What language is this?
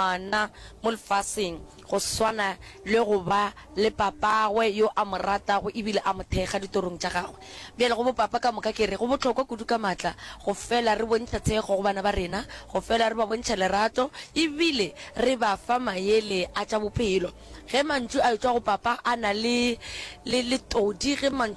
Northern Sotho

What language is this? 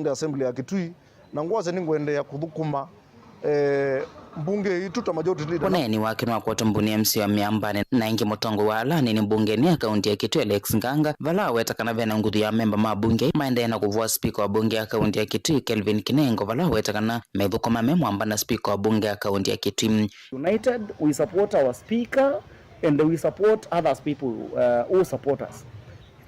Kamba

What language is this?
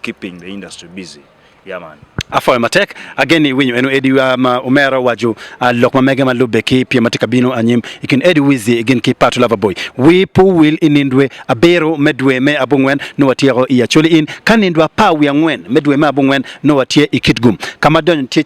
Acoli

